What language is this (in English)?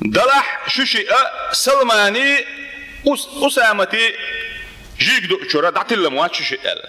Chechen